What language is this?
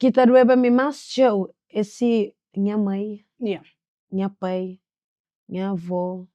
Kabuverdianu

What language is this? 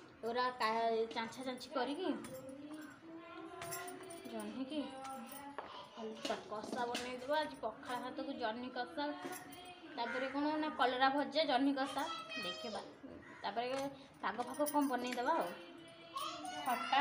Odia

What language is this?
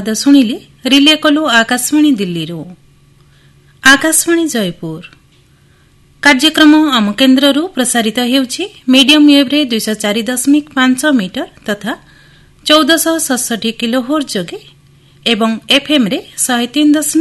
Odia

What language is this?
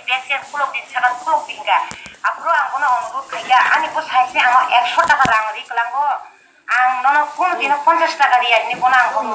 Kok Borok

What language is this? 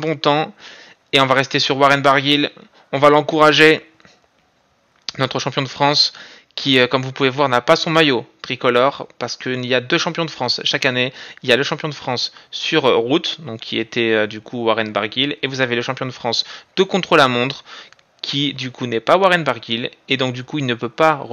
French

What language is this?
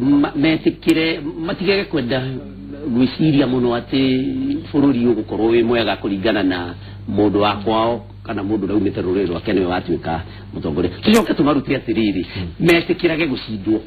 Kikuyu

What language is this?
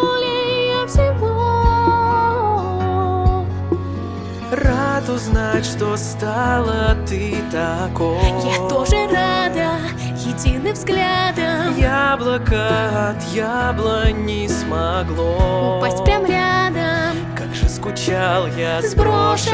Russian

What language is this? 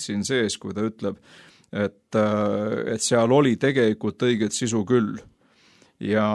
Estonian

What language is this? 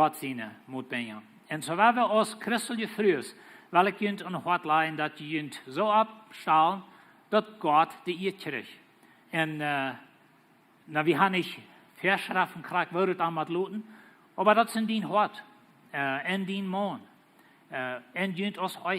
Plautdietsch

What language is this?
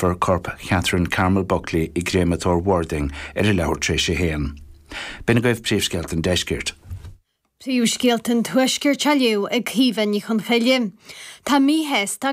Irish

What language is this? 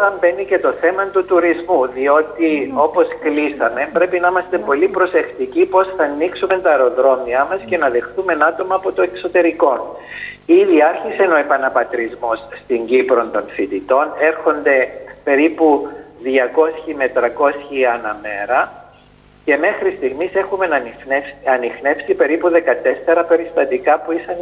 Greek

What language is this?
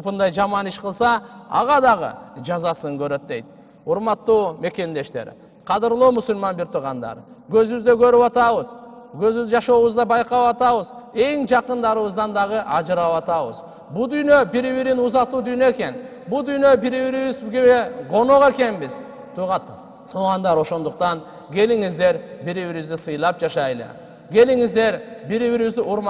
Kyrgyz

